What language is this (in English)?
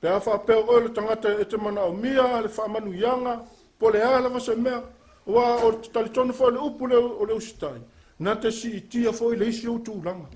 Samoan